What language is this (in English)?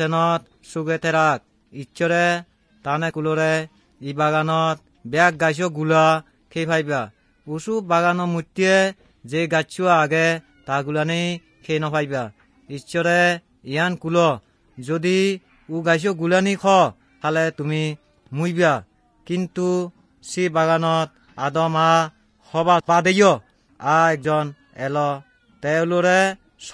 Assamese